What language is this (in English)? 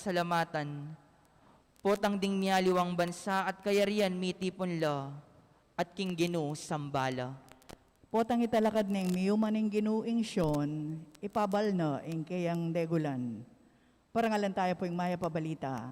Pampanga